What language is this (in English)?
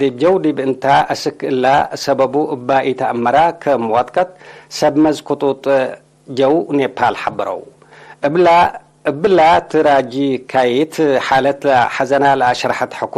Tigre